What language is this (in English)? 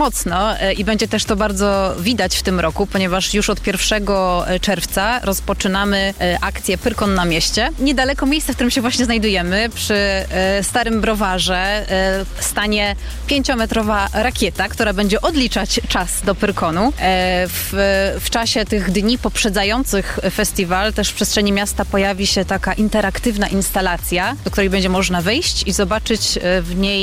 Polish